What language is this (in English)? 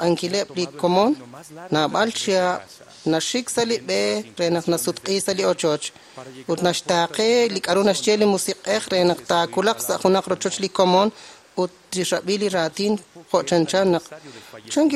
Kekchí